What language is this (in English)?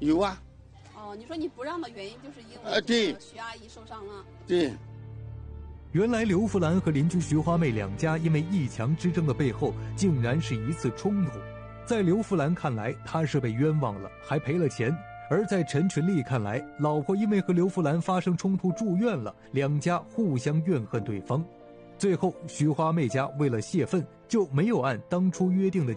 Chinese